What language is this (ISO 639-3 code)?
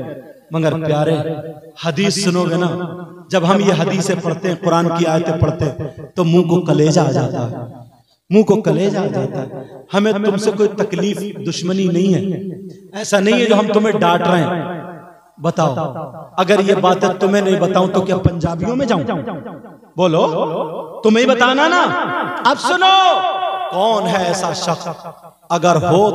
hin